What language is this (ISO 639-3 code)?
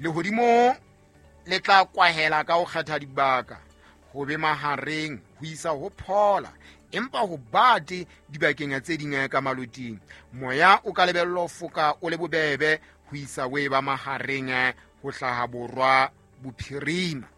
sot